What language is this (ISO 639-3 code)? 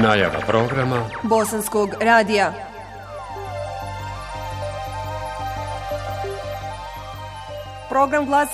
bos